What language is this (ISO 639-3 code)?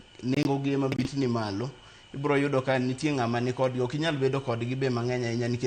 luo